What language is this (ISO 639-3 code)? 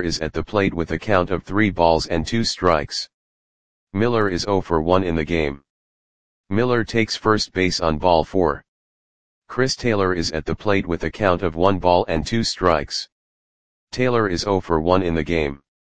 eng